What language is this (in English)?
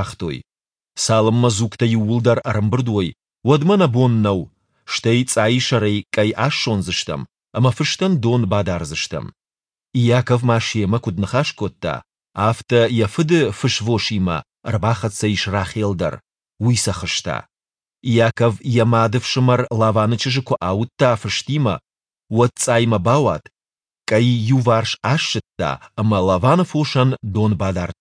Ossetic